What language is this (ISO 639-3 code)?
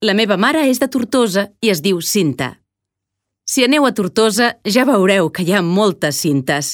cat